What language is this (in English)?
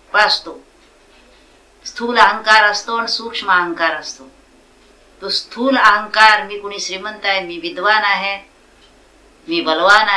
Marathi